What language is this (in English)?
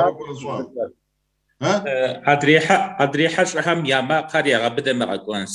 Kabardian